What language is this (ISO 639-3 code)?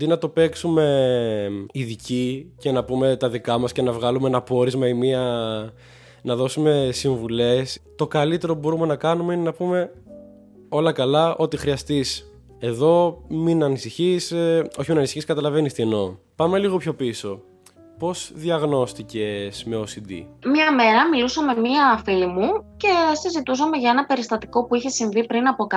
ell